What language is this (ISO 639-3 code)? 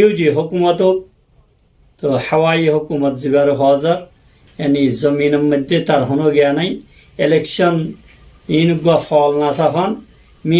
rhg